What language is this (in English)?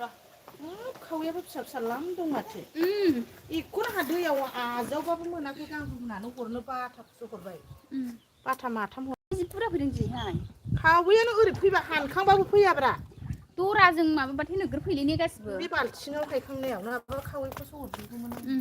Bodo